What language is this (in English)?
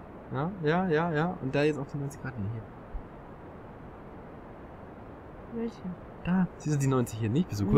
German